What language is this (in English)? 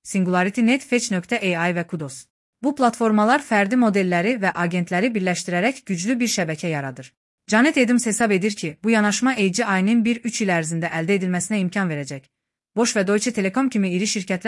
Azerbaijani